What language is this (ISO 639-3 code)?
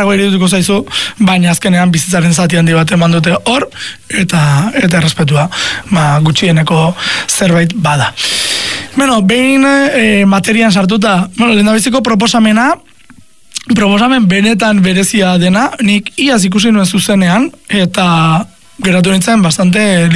eus